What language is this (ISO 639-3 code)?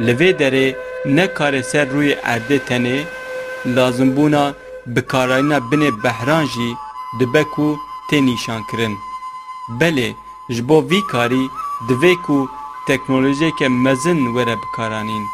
kur